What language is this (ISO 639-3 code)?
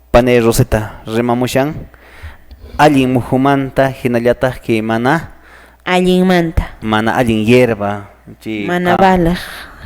que